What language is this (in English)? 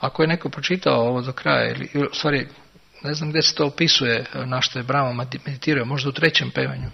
Serbian